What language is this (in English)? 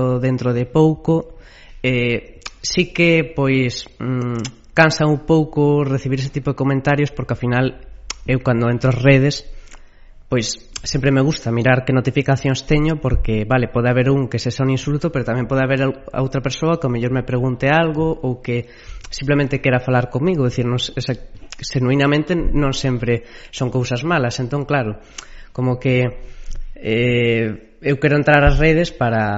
Galician